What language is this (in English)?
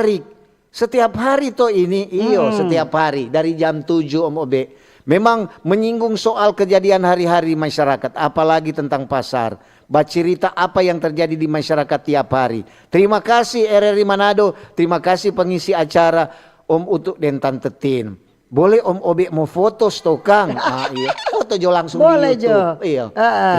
Manado Malay